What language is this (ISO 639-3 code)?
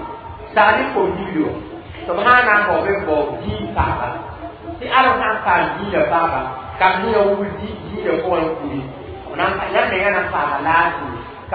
mos